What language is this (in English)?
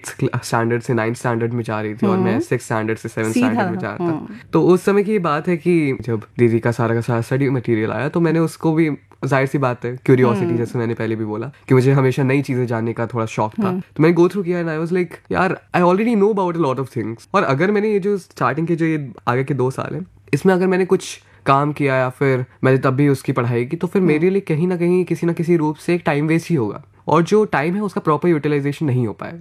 Hindi